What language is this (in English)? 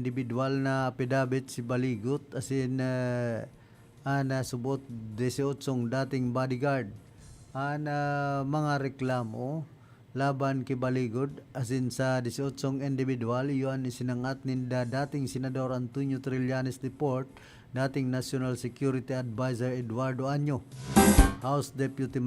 Bikol